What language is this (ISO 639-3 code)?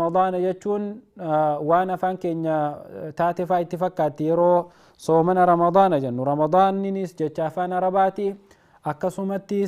orm